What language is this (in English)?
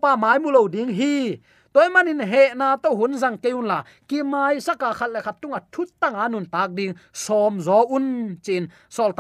Tedim Chin